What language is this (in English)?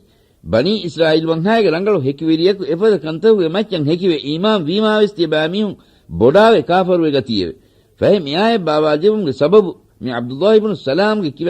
Divehi